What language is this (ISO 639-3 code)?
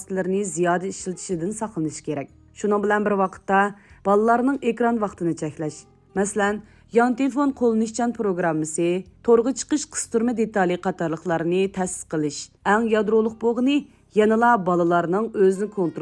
uig